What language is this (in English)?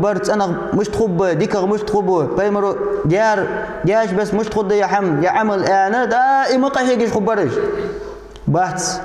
Ingush